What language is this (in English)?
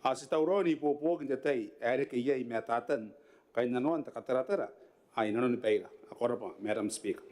Gilbertese